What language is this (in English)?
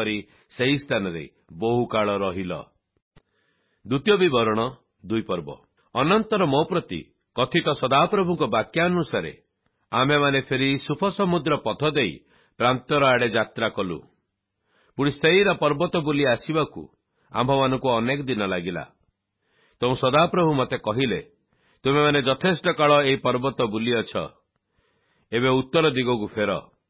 Odia